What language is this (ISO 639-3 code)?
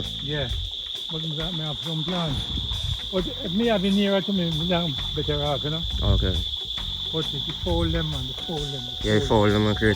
jam